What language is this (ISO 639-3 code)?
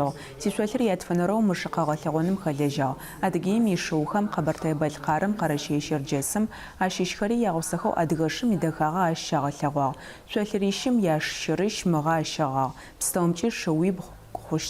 ady